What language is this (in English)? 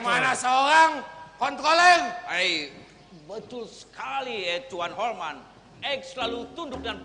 Banjar